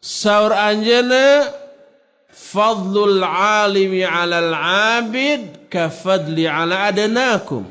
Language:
Sundanese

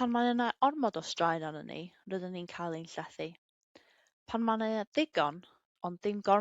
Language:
Welsh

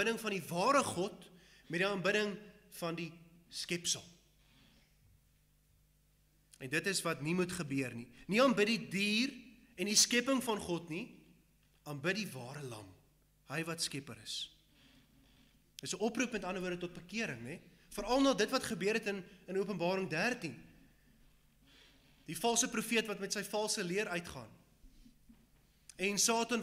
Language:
Afrikaans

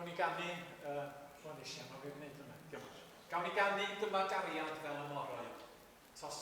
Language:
Welsh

